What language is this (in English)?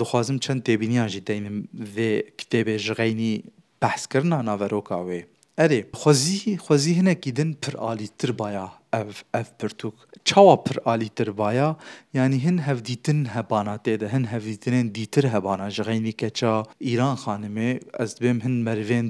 Kurdish